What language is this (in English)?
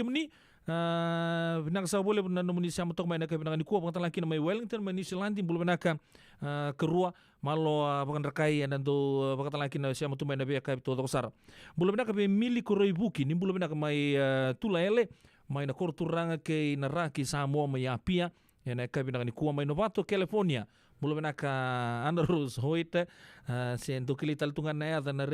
Fijian